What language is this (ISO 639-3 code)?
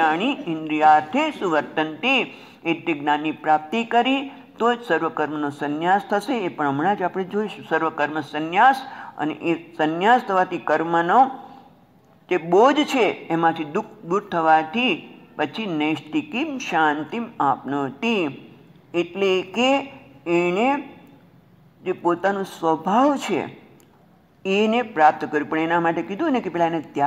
guj